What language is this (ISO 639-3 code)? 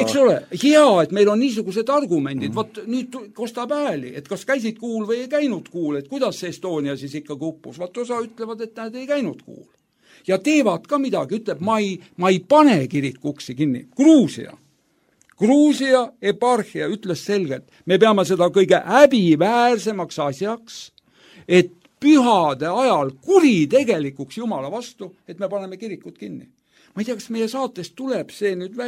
est